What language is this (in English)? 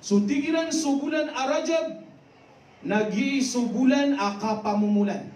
Maranao